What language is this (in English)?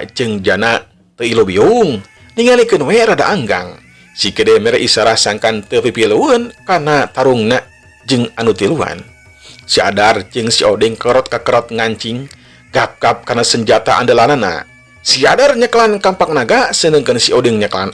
Sundanese